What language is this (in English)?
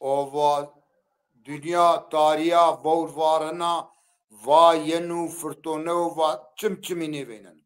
Zaza